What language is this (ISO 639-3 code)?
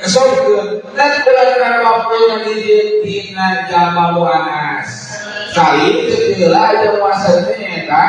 sun